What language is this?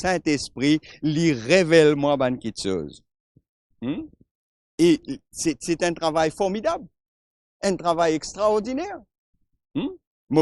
Morisyen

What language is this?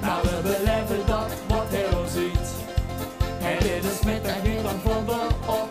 Limburgish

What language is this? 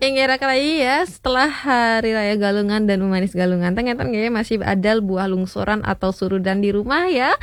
Balinese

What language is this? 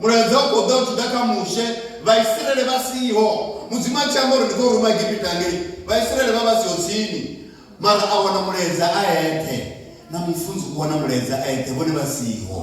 Venda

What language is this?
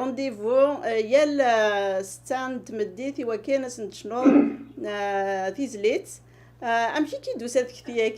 Kabyle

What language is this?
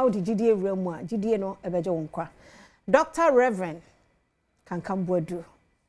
Akan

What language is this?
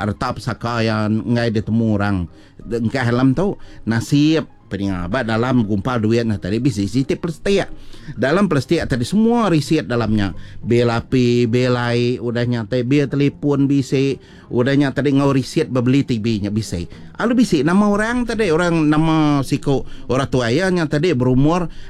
Iban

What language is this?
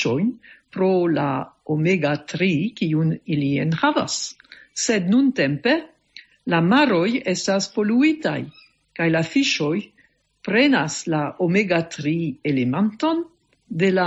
Esperanto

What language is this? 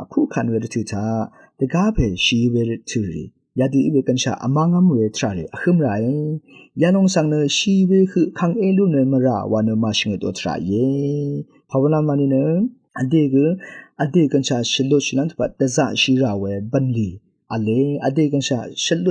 Rawang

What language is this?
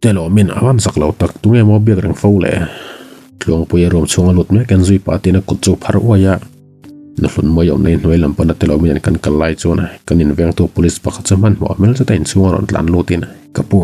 Mizo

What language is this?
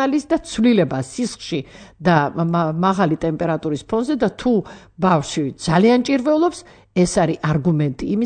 Georgian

